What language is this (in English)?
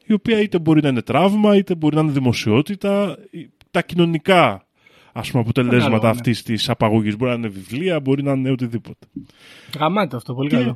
Greek